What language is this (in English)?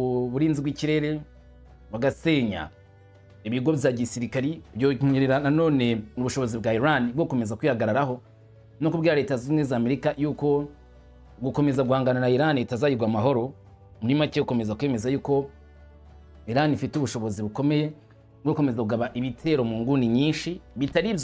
Kinyarwanda